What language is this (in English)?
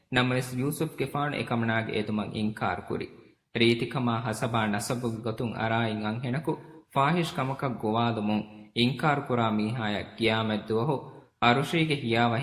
Divehi